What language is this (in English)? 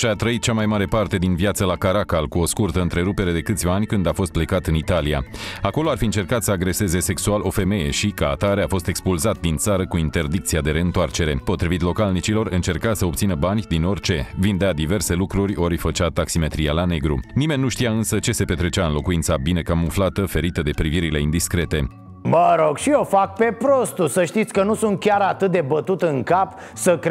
Romanian